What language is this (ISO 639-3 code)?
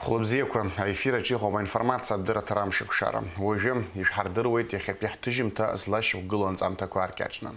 abk